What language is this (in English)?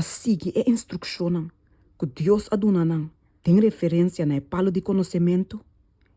Papiamento